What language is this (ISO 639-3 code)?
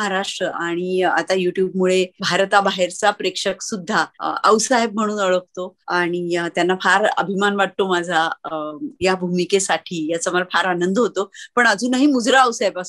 mar